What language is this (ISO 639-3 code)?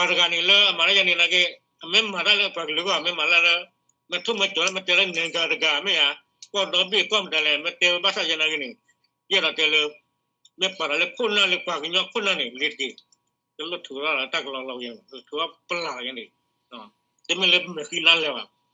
ksw